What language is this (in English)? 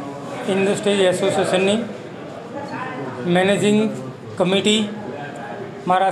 Gujarati